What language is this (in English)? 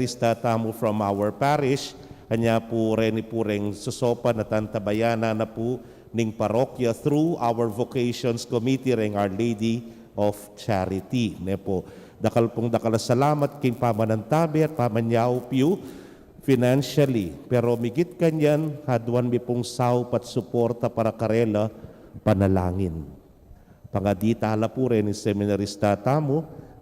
Pampanga